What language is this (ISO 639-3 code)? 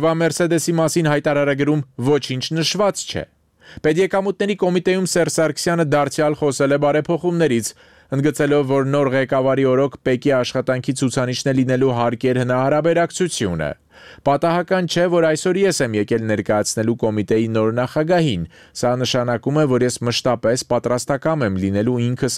hye